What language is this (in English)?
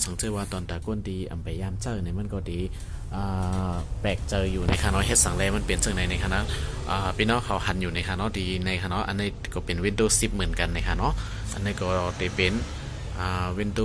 Shan